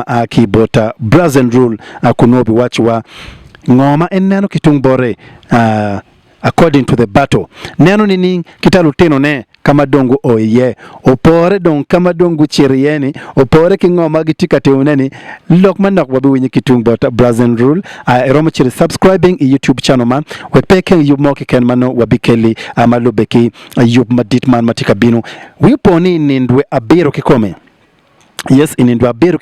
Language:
Acoli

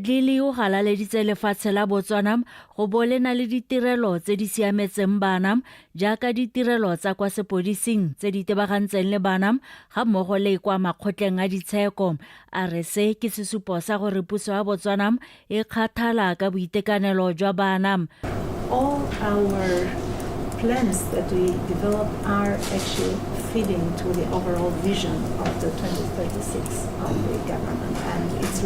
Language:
Tswana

